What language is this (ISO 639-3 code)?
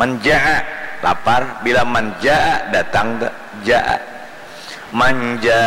bjn